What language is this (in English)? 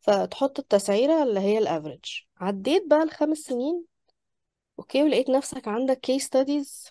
Egyptian Arabic